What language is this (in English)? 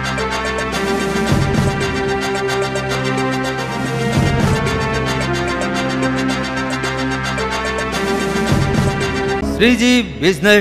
Gujarati